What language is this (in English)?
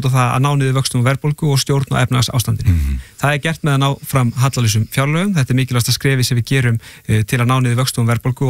Icelandic